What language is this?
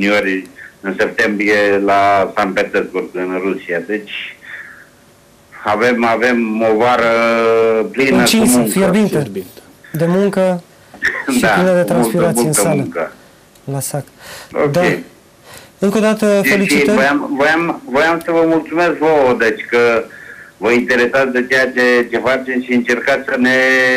Romanian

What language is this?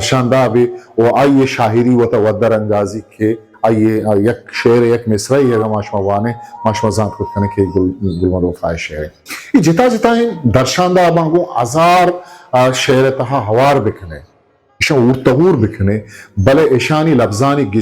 Eastern Balochi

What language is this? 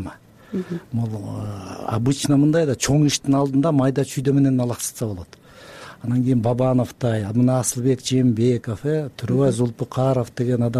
Kyrgyz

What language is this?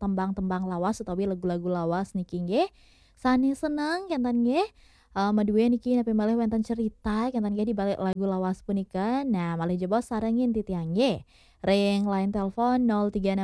Balinese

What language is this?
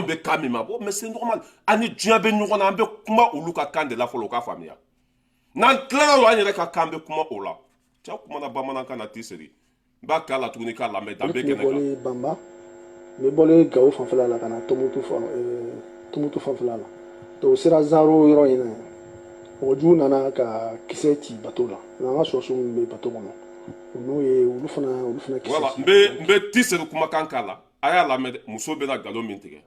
Bambara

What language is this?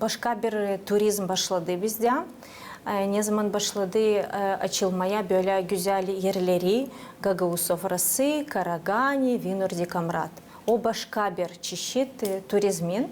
Gagauz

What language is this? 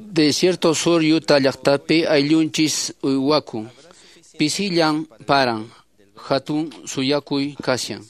Quechua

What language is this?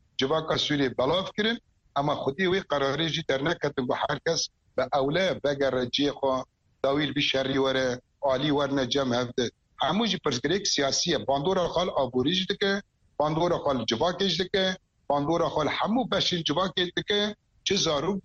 Kurdish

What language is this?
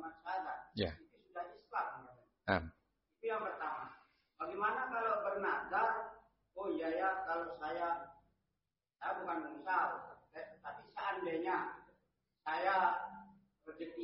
Indonesian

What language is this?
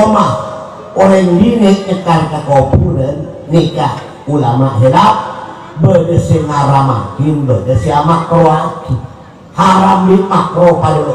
Madurese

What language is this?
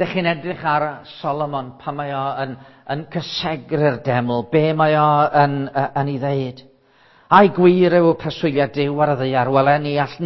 Welsh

